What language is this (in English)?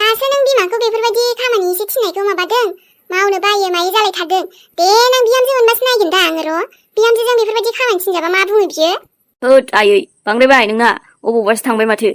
Bodo